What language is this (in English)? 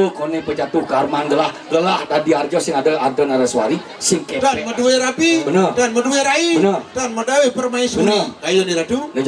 Balinese